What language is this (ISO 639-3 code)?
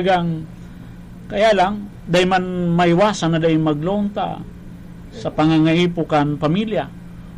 bik